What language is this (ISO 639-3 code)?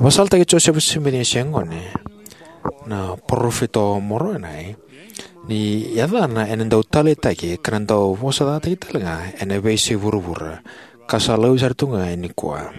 fij